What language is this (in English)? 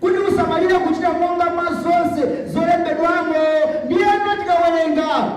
Nyanja